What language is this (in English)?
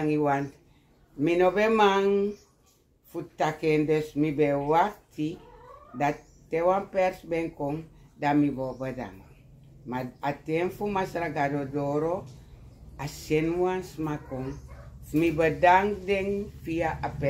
Sranan Tongo